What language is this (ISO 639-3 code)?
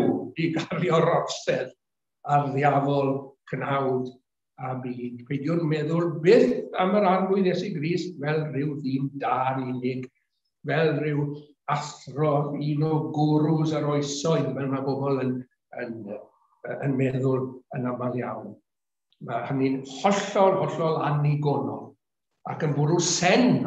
cym